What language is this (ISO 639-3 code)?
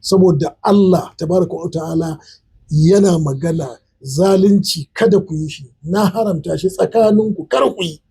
hau